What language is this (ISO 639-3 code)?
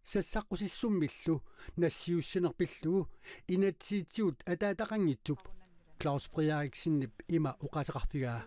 kal